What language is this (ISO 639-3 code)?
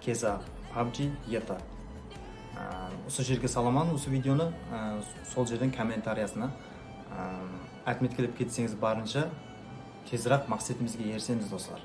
kaa